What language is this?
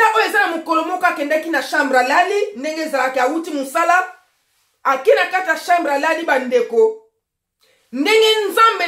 Lingala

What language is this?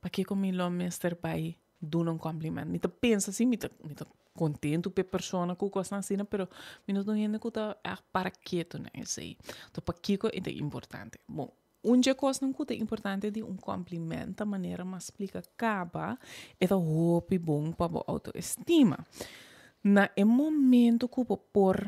Papiamento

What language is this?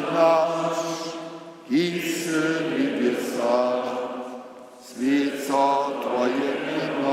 Upper Sorbian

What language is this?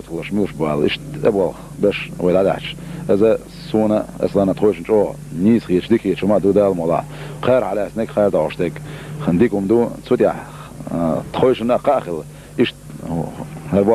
Chechen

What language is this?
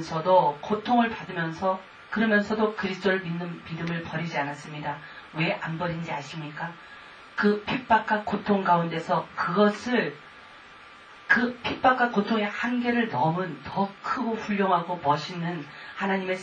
Korean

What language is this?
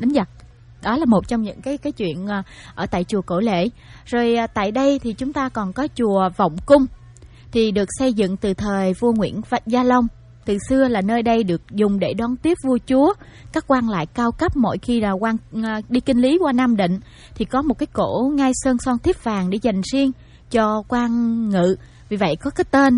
Vietnamese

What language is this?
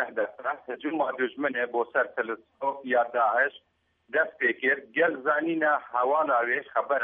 Kurdish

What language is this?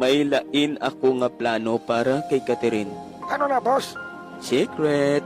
Hiligaynon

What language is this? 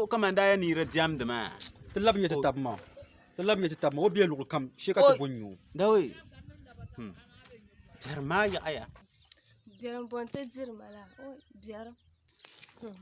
Dagbani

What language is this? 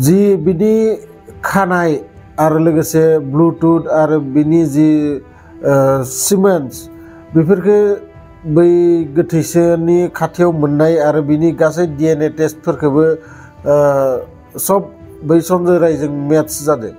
Bodo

